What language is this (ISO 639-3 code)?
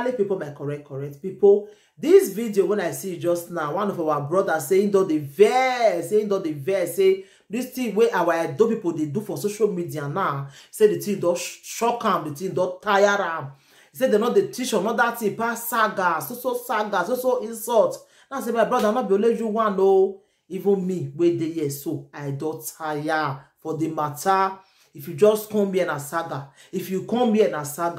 pcm